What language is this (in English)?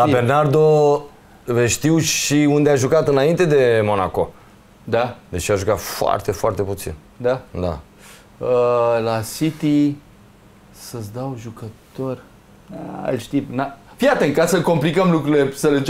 Romanian